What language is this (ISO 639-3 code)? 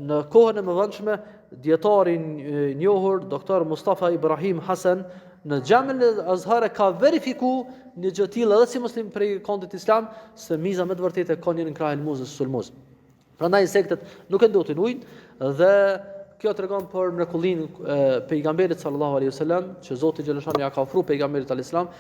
sqi